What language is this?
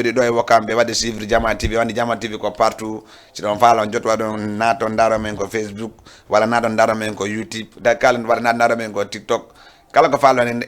Fula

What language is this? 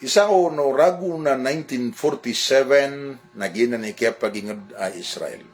Maranao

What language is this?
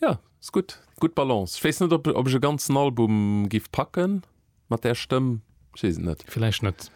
Luxembourgish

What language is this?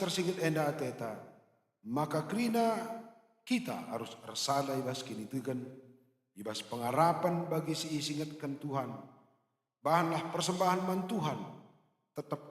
Batak Karo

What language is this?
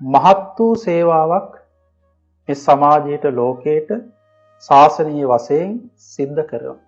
Sinhala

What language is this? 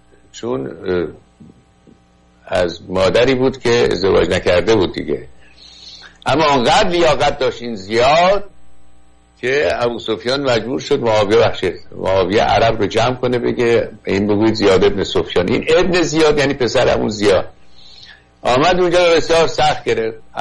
Persian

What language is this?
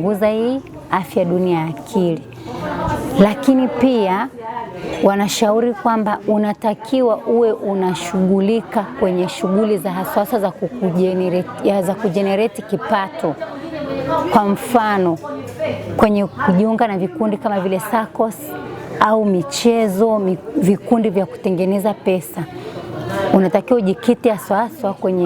Swahili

